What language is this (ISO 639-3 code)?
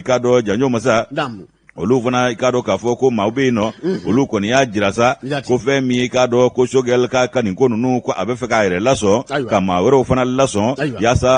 bam